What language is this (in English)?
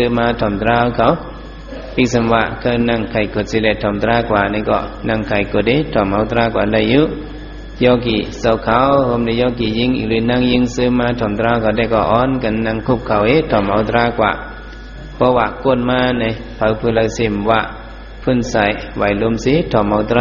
Shan